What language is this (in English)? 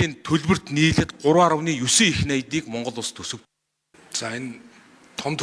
Mongolian